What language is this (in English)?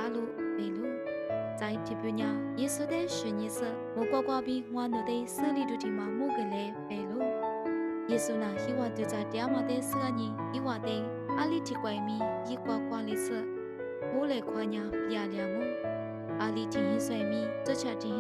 Lisu